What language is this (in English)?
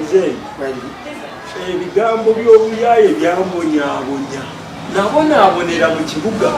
Ganda